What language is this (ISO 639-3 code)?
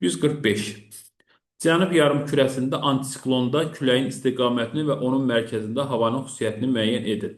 aze